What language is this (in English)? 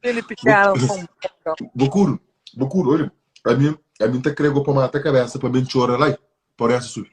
Kabuverdianu